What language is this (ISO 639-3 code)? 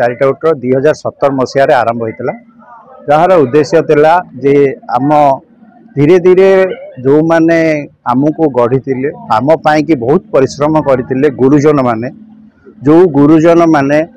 ori